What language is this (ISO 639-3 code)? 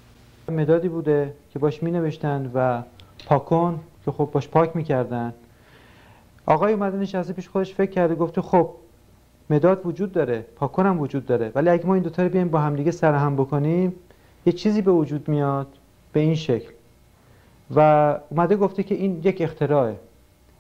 fas